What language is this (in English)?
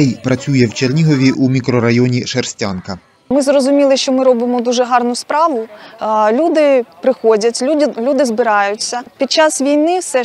Ukrainian